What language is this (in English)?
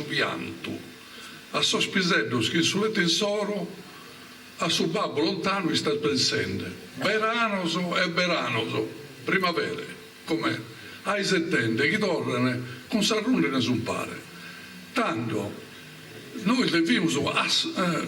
Sardinian